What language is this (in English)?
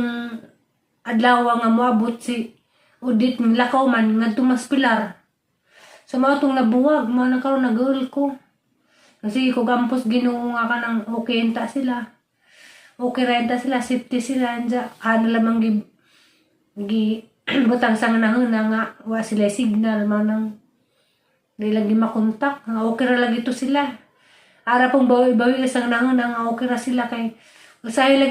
Cebuano